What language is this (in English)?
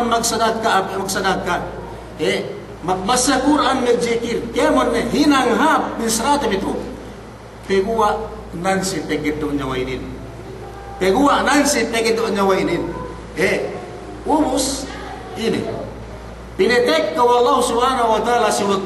Yakan